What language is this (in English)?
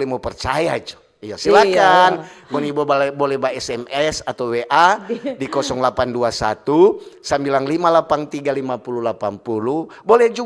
Manado Malay